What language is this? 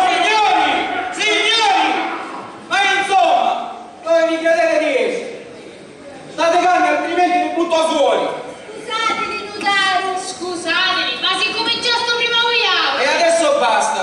Sicilian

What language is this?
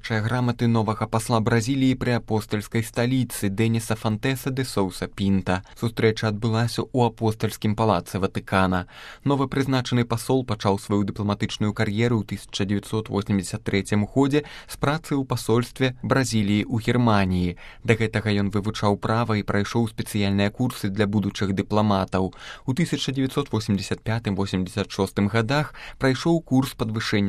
Belarusian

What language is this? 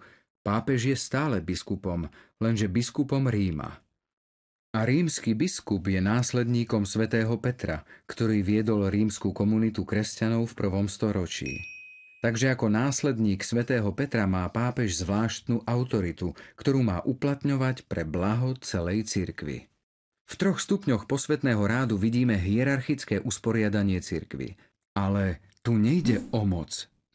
Slovak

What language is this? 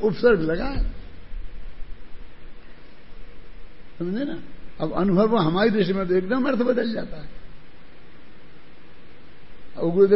Hindi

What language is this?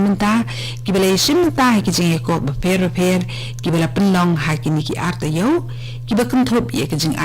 Khasi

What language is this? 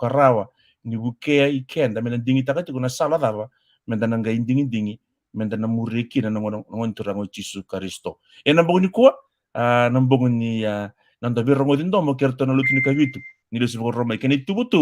Fijian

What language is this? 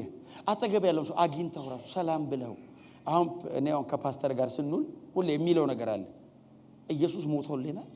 Amharic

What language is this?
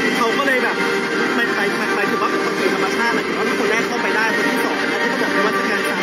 Thai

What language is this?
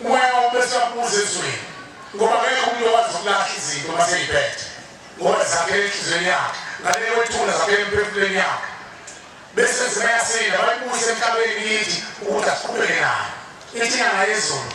Zulu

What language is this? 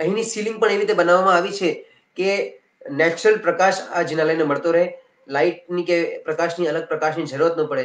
Gujarati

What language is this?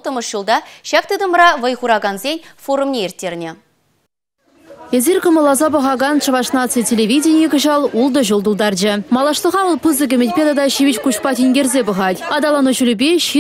Chuvash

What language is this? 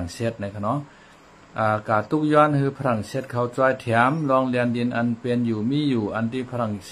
Shan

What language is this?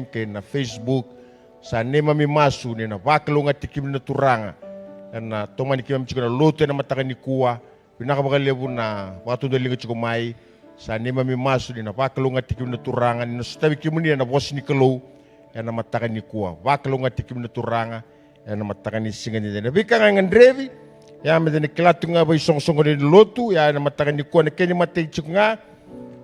Fijian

